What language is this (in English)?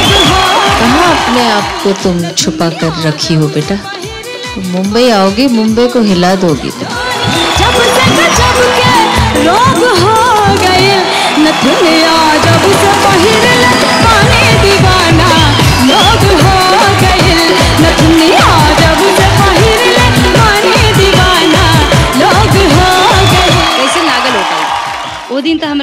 Bhojpuri